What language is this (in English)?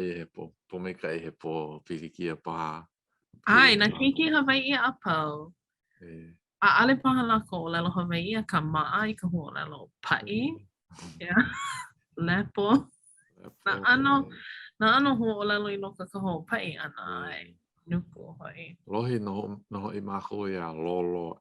Hawaiian